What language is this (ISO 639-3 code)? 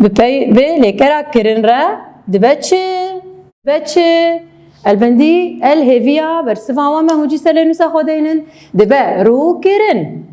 kur